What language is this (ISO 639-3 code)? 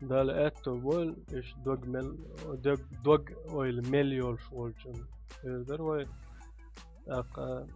che